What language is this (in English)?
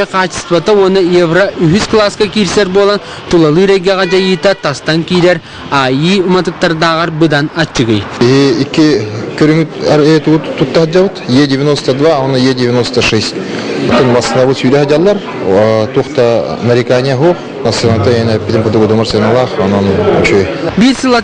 Yakut